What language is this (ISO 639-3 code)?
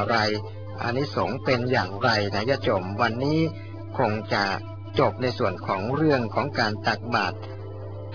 tha